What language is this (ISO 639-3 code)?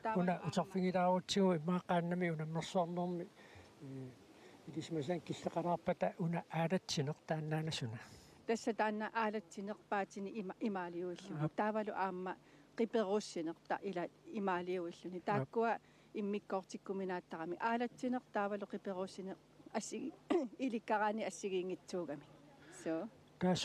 kal